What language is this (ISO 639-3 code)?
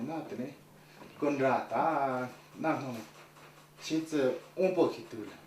bod